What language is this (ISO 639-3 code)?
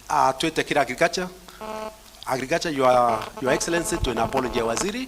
mer